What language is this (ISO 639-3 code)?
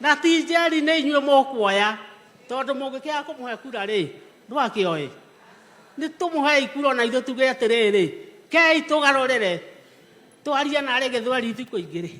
kik